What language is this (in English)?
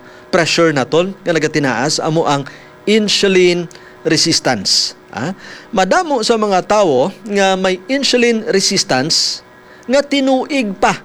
Hiligaynon